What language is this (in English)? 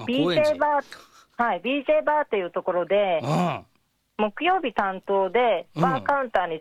Japanese